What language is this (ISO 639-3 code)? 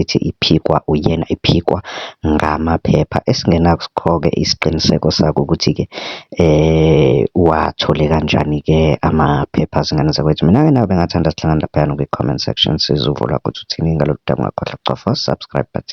zul